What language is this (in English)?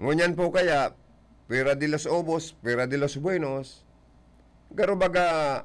Bikol